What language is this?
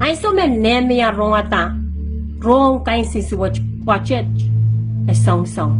Pohnpeian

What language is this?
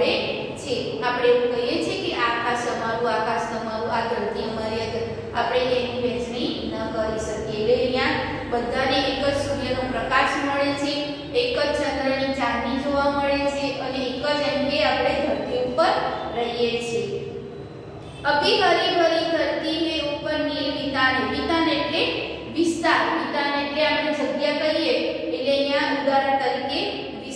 Gujarati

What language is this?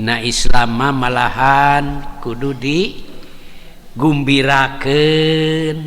Sundanese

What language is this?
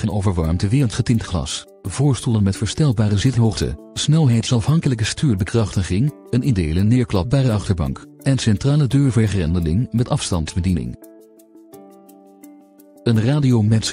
Dutch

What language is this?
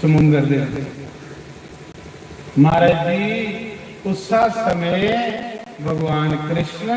Dogri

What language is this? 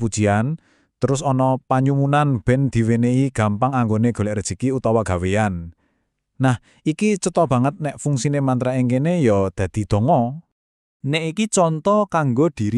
Javanese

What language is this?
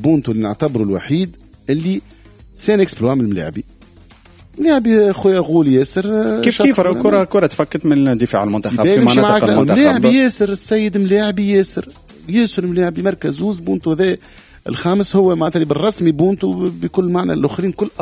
Tunisian Arabic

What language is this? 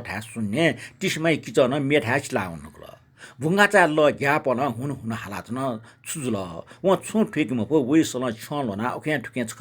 Newari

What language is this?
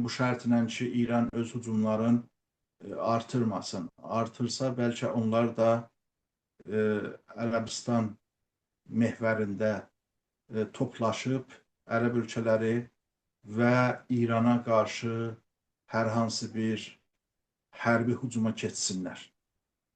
Azerbaijani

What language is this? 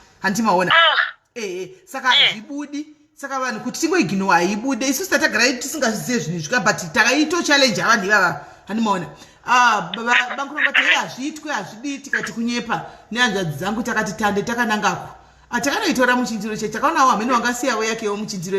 Shona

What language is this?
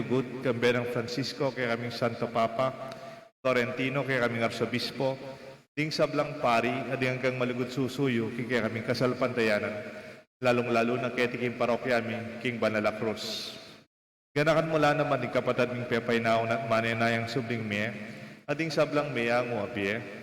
Pampanga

